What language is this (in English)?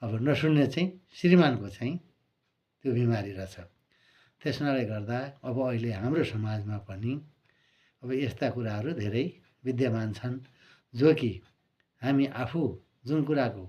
Nepali